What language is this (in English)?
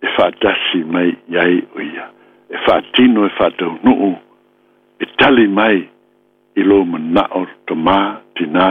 Samoan